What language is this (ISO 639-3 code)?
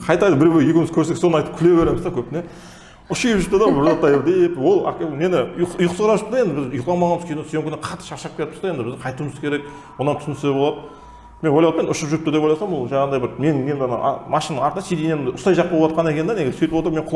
kaa